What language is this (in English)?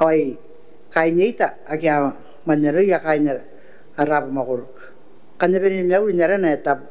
Gilbertese